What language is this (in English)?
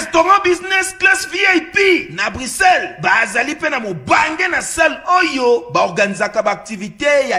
Lingala